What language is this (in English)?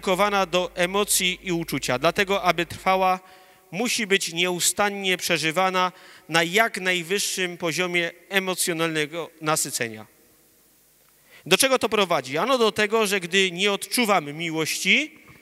Polish